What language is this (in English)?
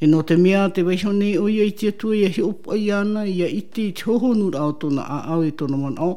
Tahitian